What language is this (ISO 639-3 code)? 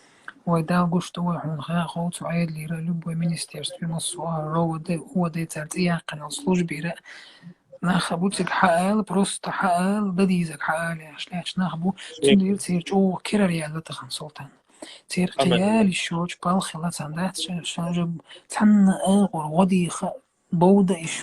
che